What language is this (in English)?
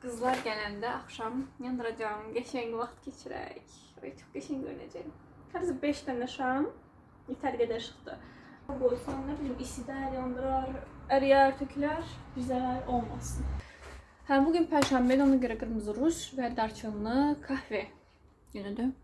Azerbaijani